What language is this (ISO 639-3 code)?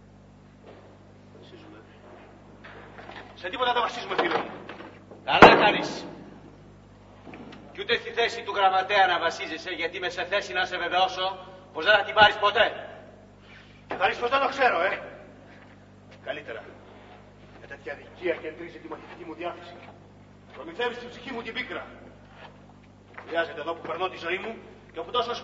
ell